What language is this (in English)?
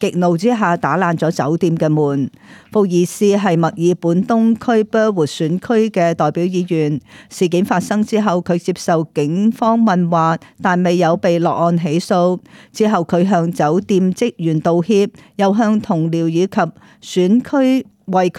Cantonese